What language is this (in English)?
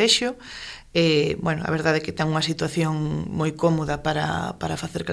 Galician